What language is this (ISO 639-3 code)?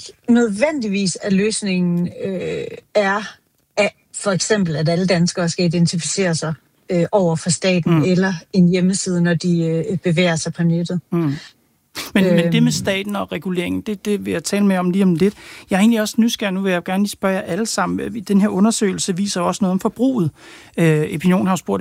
dan